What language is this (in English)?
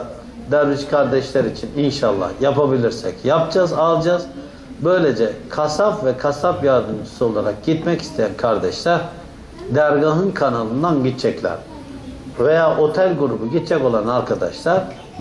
Turkish